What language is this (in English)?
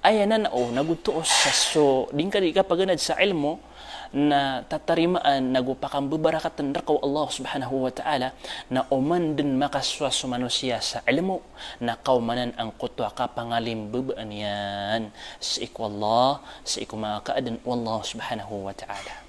Maranao